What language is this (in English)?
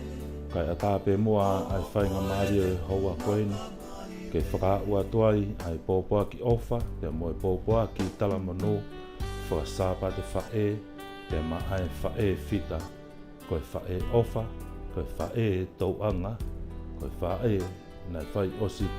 Tongan